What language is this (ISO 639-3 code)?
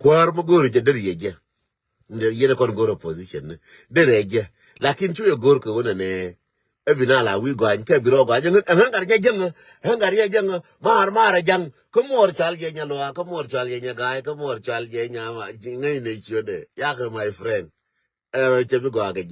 nus